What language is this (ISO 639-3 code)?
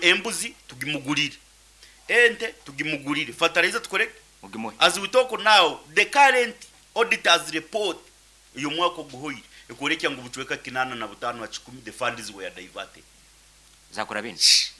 nyn